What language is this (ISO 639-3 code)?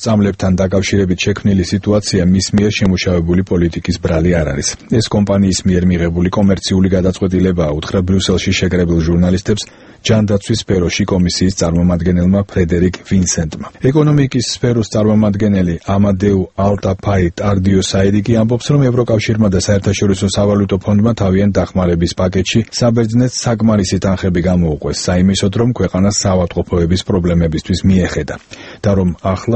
kat